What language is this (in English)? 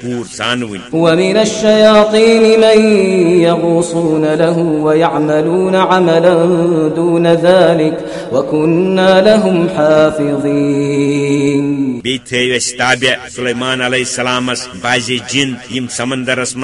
Kashmiri